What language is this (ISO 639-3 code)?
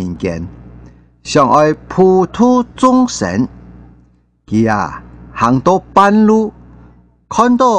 hak